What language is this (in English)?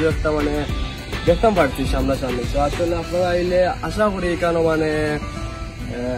Sylheti